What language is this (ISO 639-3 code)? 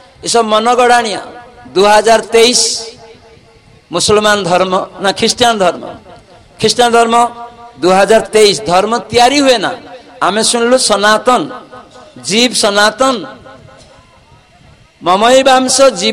ori